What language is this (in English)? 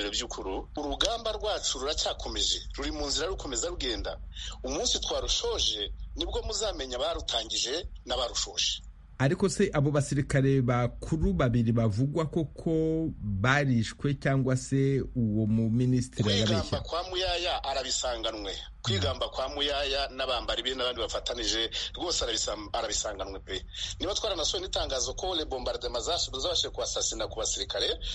Kinyarwanda